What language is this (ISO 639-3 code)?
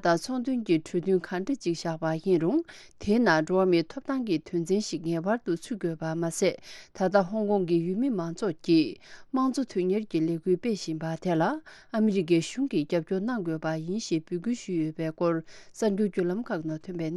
bod